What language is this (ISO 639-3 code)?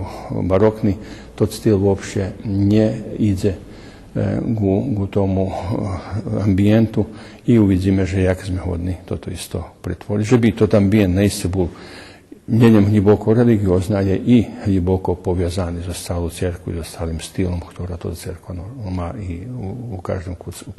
rue